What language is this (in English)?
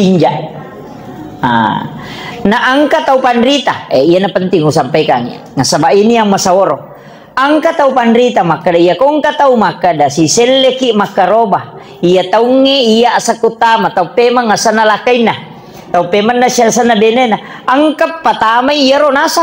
Buginese